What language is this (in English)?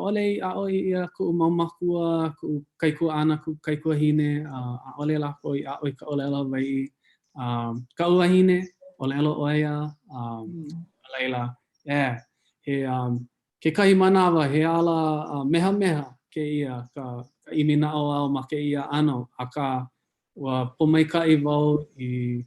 Hawaiian